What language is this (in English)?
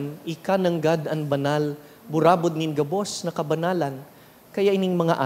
Bikol